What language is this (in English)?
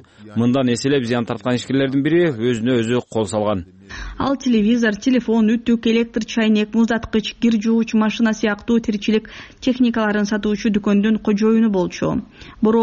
Kyrgyz